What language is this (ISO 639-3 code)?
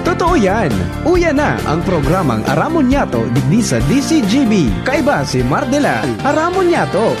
bik